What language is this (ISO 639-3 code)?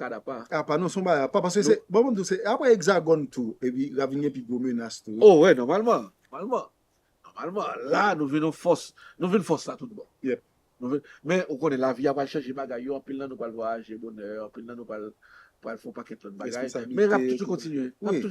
hat